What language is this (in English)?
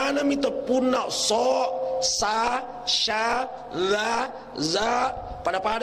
Buginese